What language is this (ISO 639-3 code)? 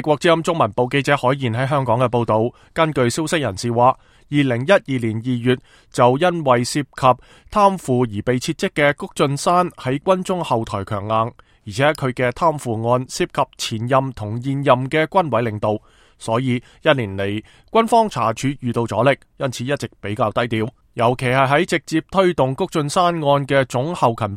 yue